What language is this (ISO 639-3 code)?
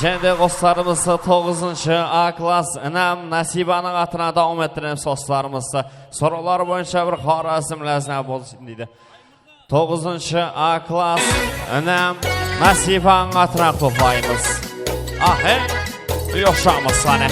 kaa